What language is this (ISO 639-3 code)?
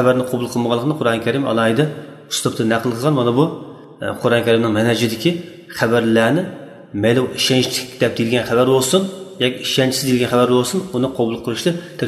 uig